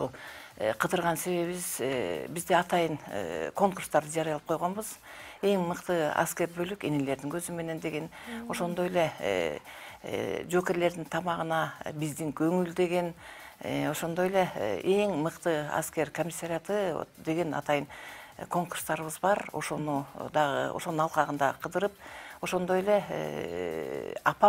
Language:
Kyrgyz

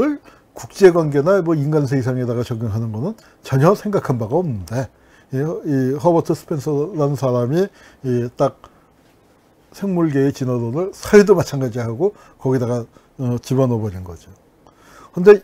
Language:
Korean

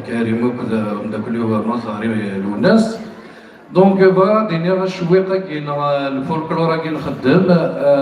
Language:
Kabyle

